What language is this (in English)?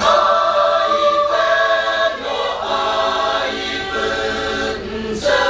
Chokri Naga